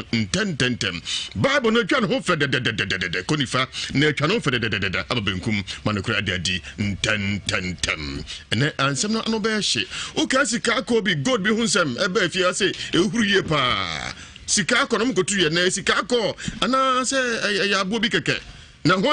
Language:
Akan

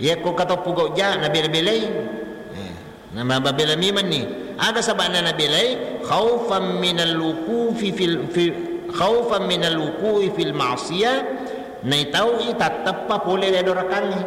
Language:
Buginese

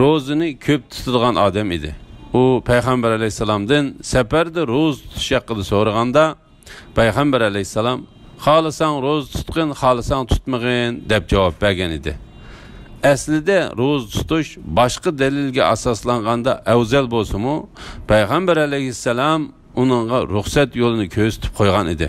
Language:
Uyghur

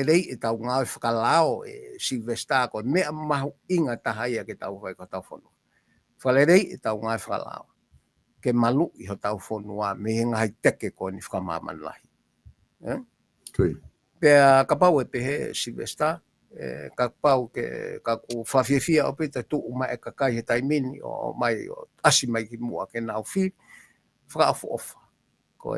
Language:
Tongan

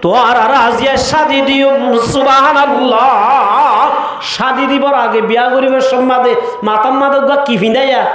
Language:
Rohingya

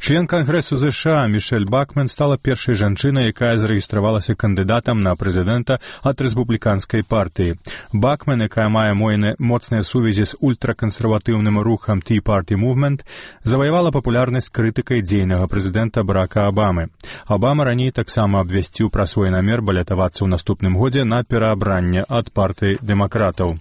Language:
Belarusian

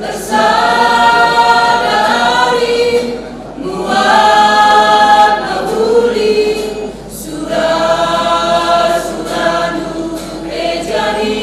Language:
Batak Karo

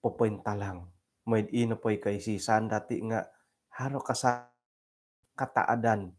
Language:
Central Dusun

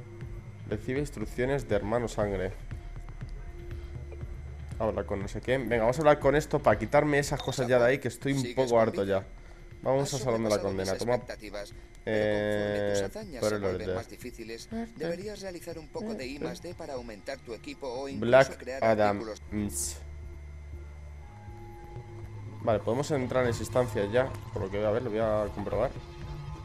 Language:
Spanish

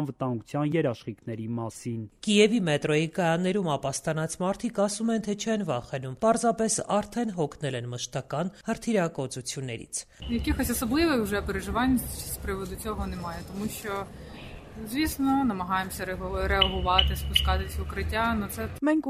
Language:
Armenian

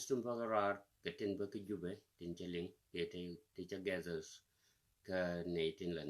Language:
Nuer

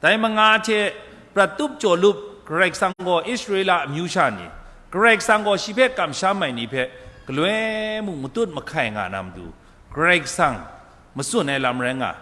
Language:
Kachin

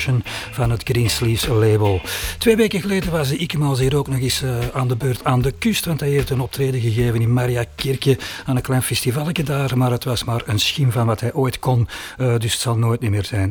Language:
Dutch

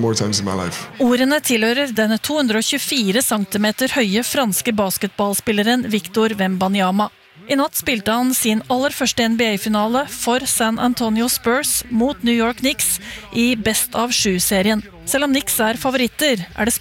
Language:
Norwegian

